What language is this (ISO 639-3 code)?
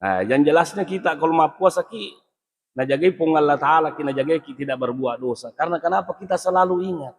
bug